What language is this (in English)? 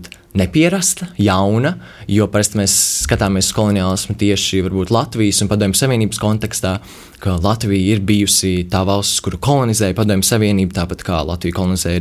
Latvian